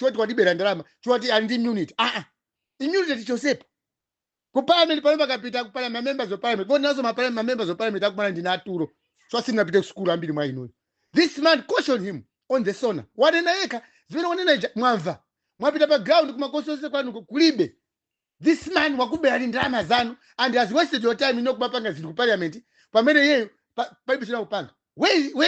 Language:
Nyanja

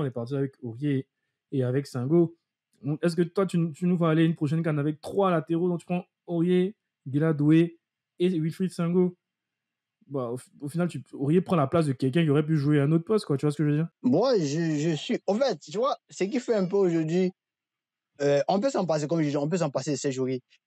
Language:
French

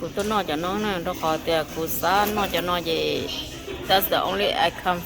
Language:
Hmong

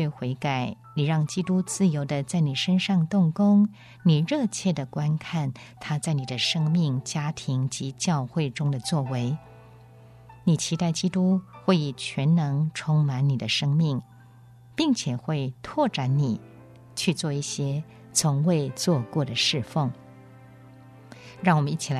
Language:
Chinese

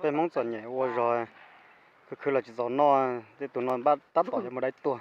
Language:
Hmong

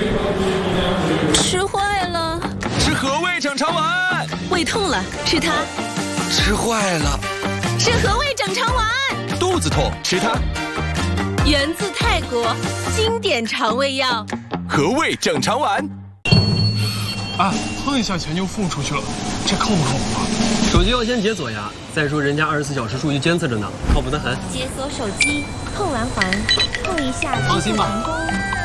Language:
Chinese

